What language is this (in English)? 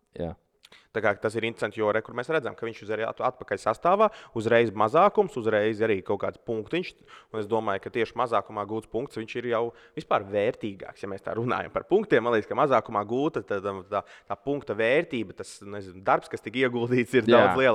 Latvian